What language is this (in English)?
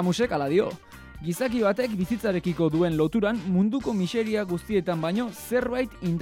Basque